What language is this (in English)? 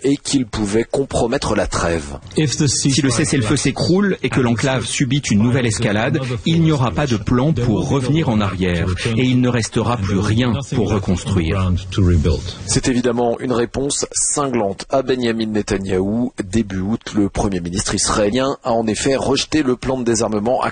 French